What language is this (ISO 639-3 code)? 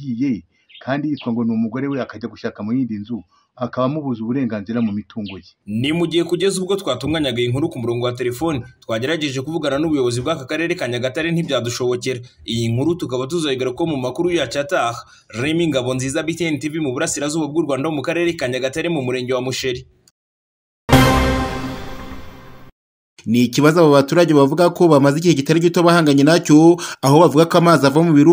kin